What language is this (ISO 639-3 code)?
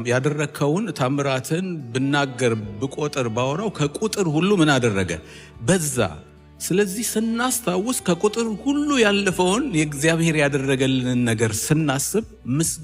amh